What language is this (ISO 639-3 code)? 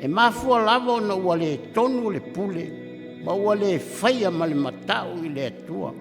smo